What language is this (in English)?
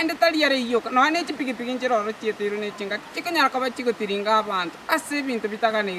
Gusii